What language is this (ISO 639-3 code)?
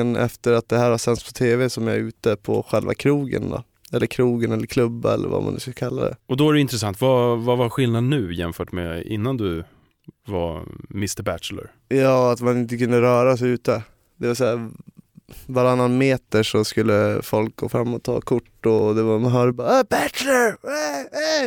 swe